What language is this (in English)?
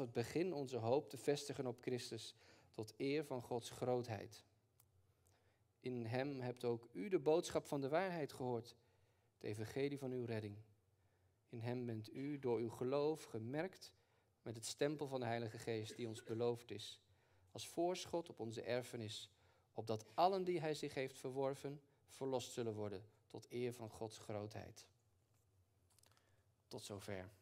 Dutch